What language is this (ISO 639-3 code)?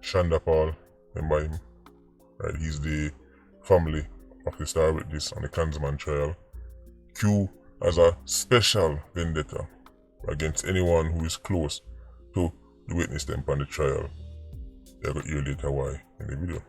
jam